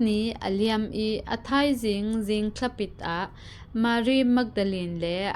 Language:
Falam Chin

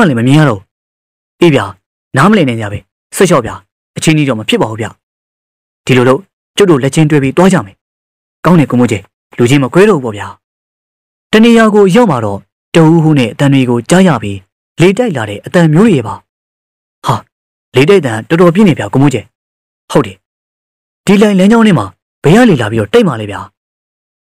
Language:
Burmese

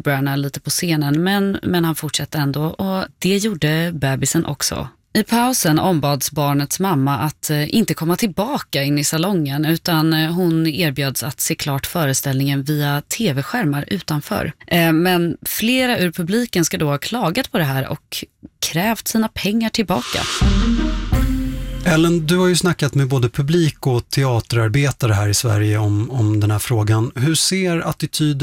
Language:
Swedish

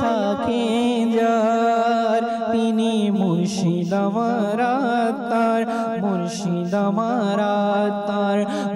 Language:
Bangla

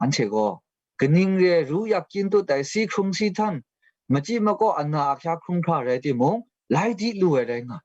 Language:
Kachin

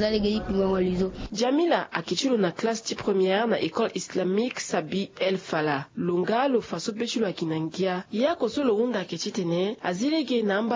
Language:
Sango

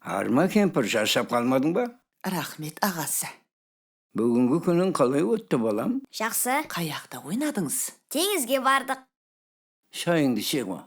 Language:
Kara-Kalpak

